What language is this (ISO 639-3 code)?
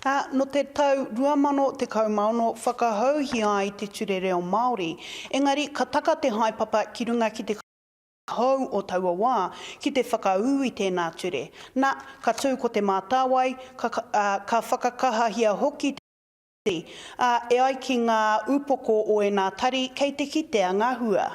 mri